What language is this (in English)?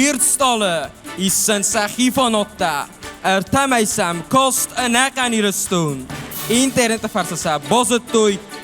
Ossetic